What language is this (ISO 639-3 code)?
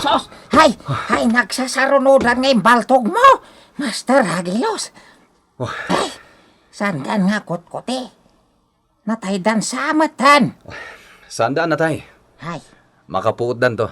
ilo